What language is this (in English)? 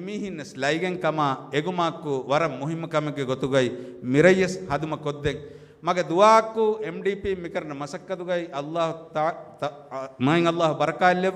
Divehi